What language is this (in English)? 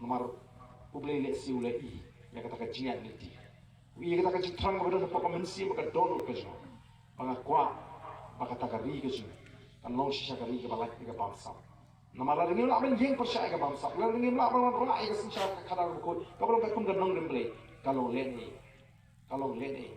Khasi